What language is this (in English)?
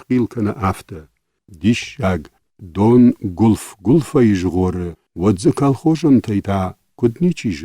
Ossetic